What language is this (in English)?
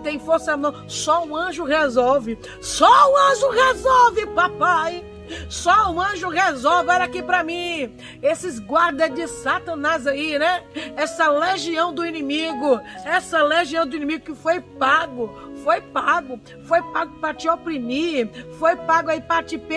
Portuguese